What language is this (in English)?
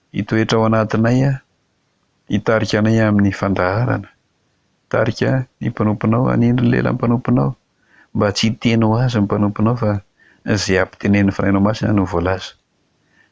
Malagasy